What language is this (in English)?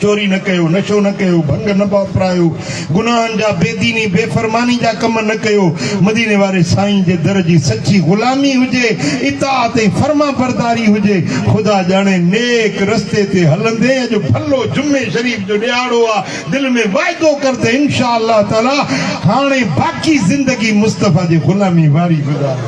Sindhi